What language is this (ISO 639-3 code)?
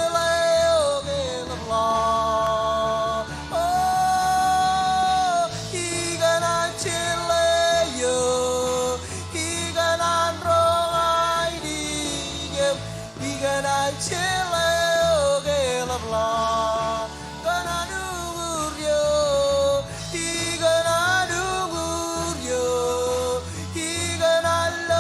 mah